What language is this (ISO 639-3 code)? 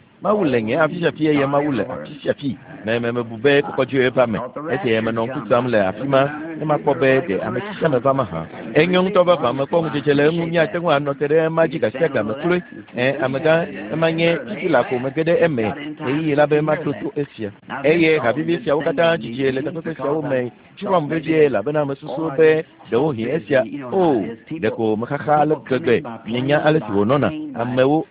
ewe